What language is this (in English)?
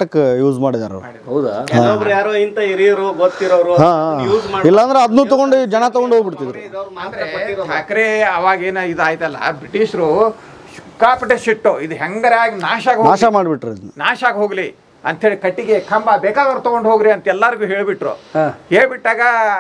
Kannada